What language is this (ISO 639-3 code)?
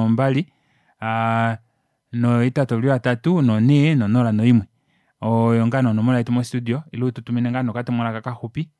kua